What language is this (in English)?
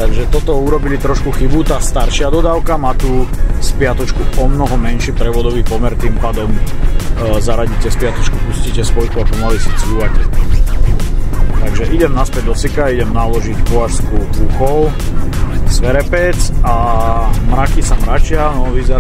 Slovak